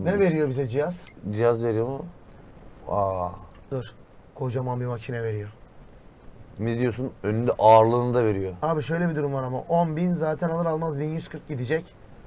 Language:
Turkish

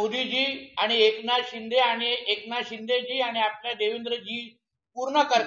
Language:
Marathi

